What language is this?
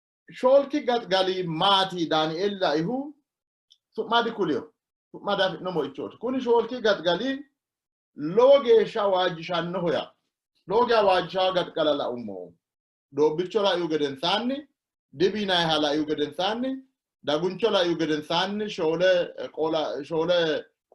Sidamo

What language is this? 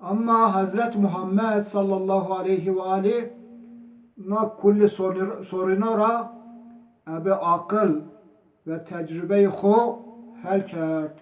Zaza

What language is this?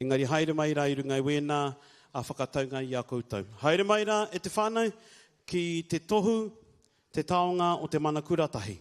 Māori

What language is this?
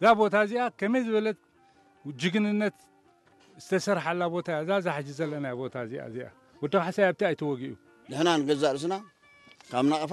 Tigrinya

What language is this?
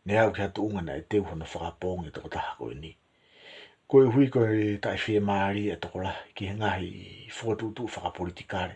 Tongan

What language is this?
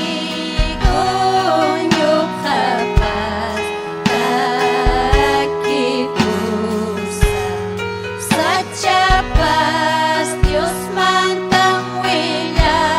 Ayacucho Quechua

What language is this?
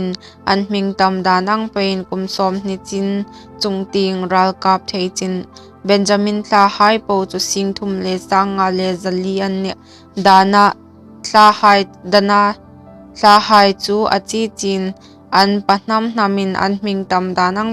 Hmar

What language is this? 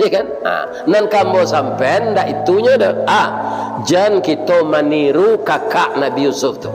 Minangkabau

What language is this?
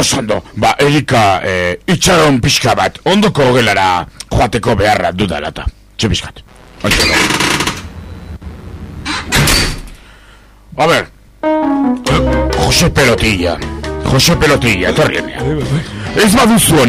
Basque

